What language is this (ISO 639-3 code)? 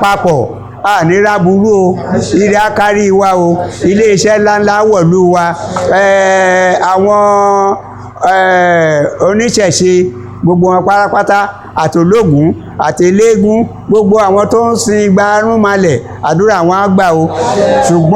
yor